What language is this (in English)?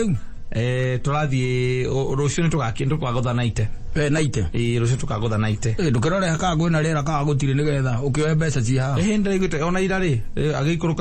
Kikuyu